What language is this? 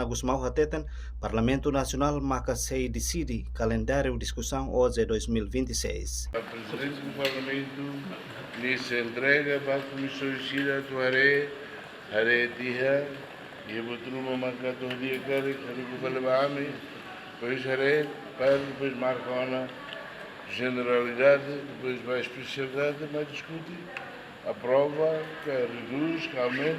Tetum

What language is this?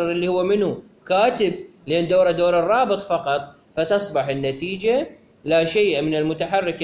Mesopotamian Arabic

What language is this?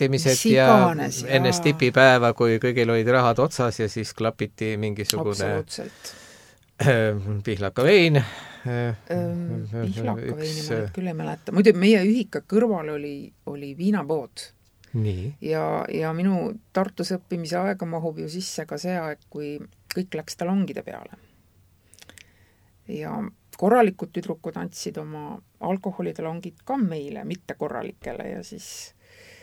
Estonian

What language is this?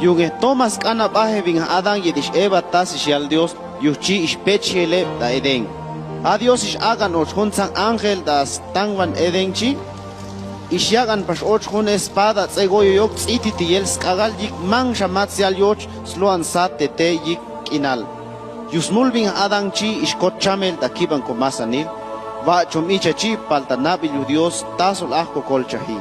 Chuj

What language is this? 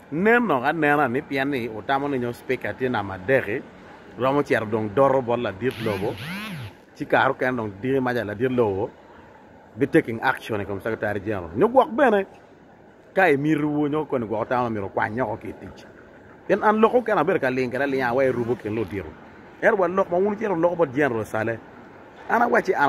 Acoli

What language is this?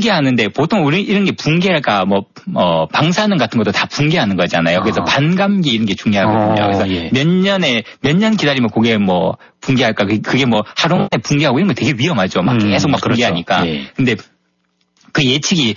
Korean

